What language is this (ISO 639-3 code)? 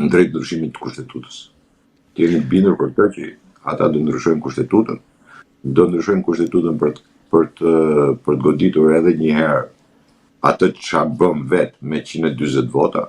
sqi